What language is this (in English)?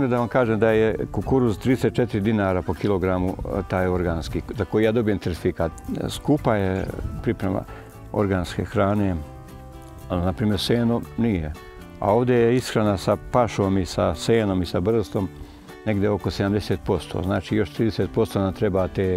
Serbian